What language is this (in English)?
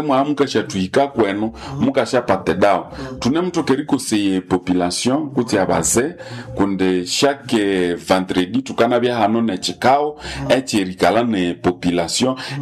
Nande